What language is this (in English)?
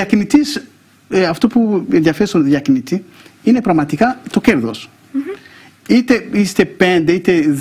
Greek